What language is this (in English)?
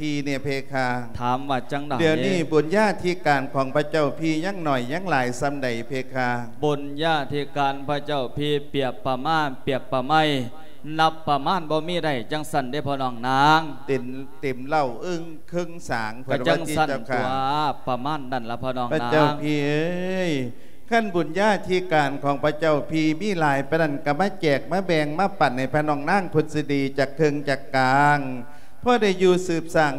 Lao